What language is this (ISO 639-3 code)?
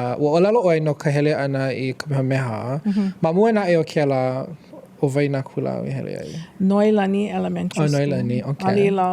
haw